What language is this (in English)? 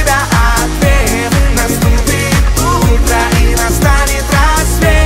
Russian